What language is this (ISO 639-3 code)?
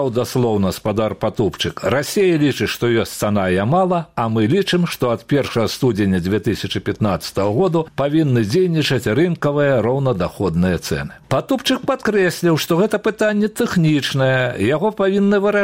bel